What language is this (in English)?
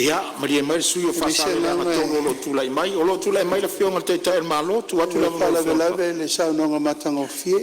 Samoan